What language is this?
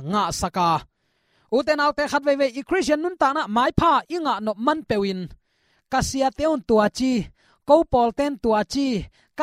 Tedim Chin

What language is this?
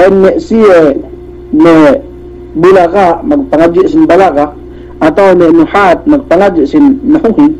Yakan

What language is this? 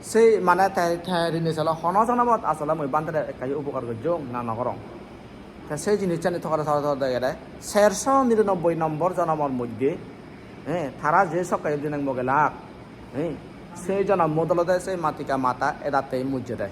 Chakma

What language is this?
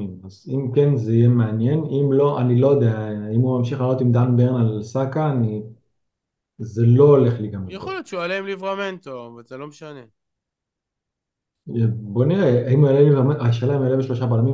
Hebrew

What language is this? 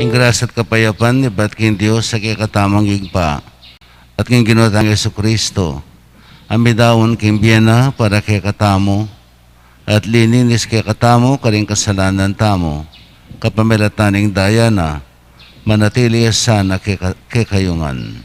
Pampanga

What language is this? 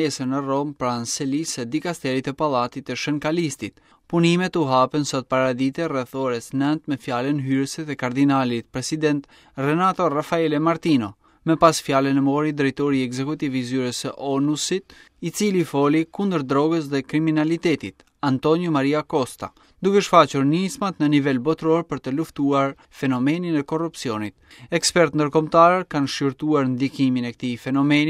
Albanian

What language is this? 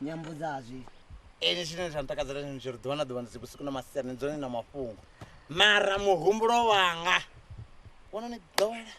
Venda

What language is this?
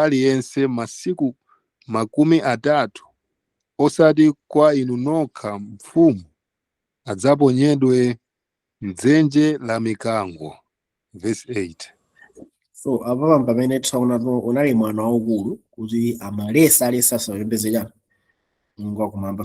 Nyanja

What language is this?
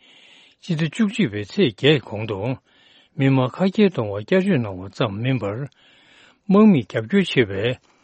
Tibetan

